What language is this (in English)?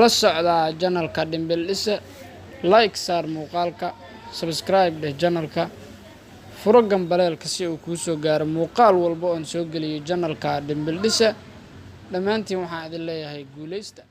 Somali